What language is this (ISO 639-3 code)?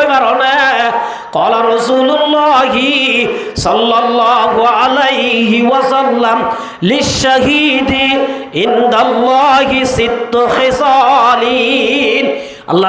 rhg